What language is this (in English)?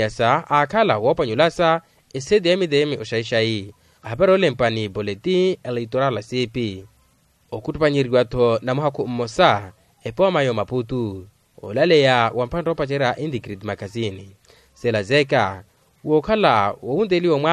Makhuwa